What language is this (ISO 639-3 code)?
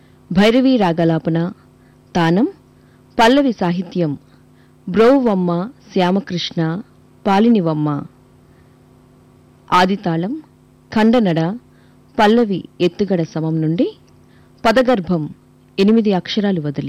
tel